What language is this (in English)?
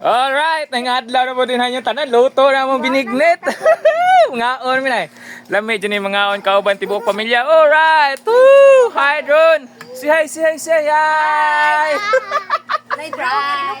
Cebuano